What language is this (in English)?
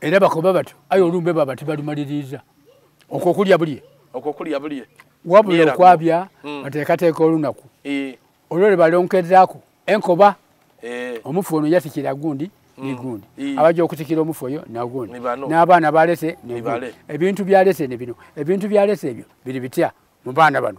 Soga